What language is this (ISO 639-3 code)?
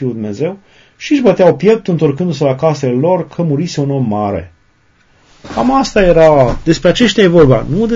ron